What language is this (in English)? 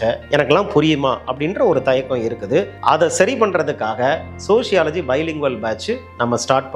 Tamil